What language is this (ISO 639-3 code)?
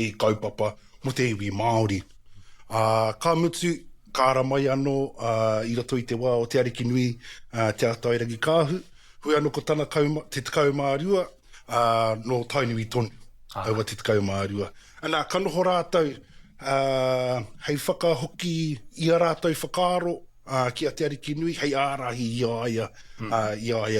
mri